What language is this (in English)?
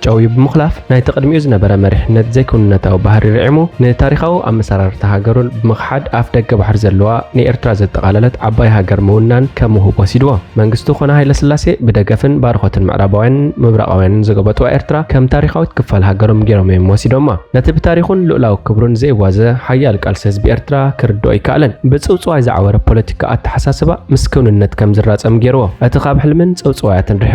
Tigrinya